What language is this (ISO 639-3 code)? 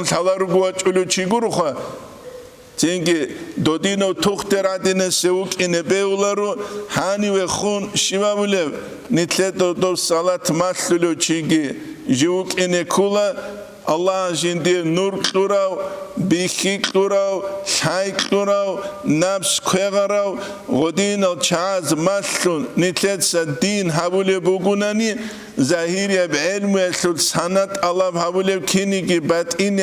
ava